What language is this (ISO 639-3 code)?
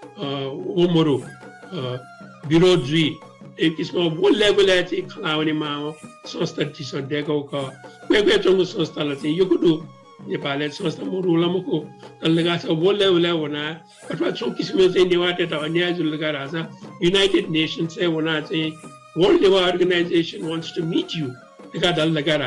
new